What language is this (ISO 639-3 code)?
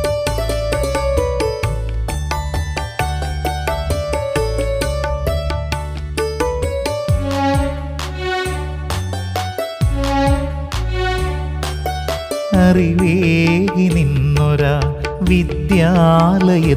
mal